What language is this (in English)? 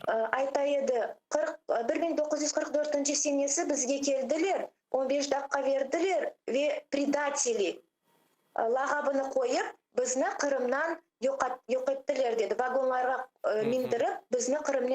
Crimean Tatar